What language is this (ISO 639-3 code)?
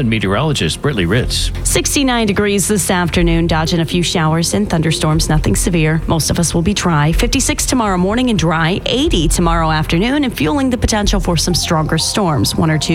eng